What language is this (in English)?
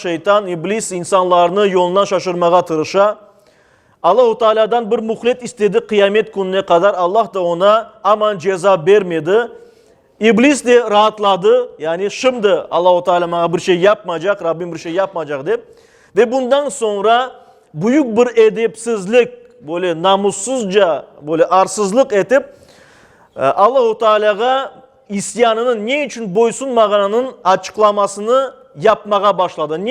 Crimean Tatar